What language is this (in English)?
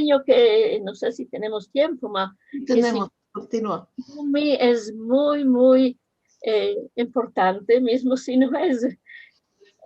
Ladino